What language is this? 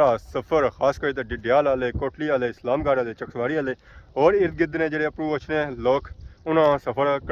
Pahari-Potwari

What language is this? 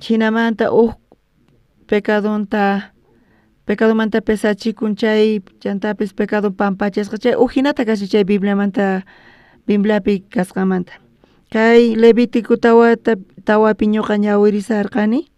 South Bolivian Quechua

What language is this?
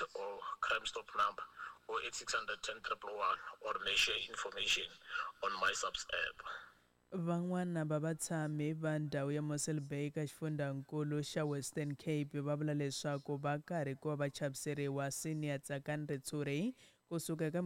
Tsonga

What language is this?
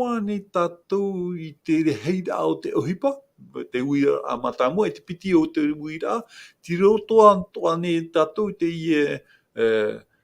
Tahitian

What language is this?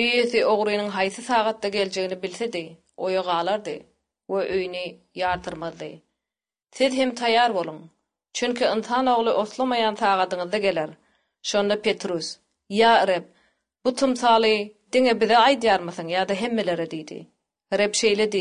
Turkmen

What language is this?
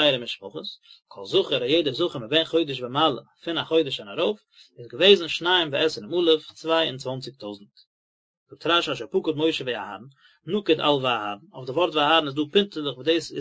Yiddish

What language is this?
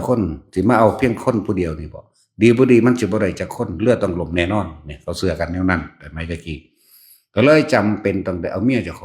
Northeastern Thai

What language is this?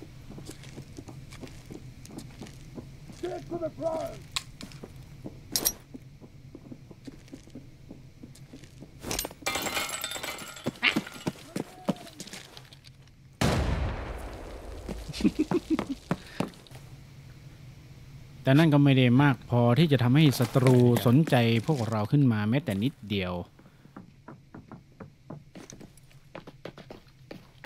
Thai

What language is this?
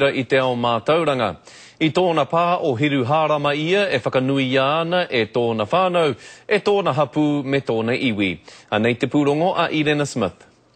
Māori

